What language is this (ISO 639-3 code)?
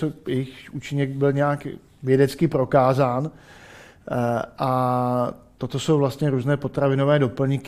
ces